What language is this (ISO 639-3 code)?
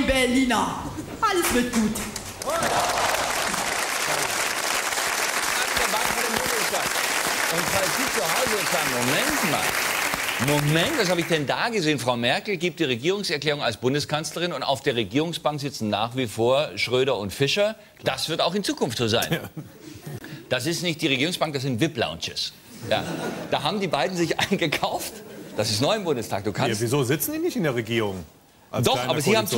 deu